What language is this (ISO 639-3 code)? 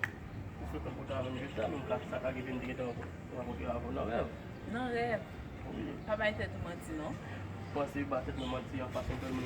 hat